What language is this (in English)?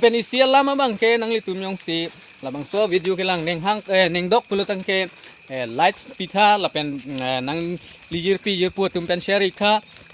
Karbi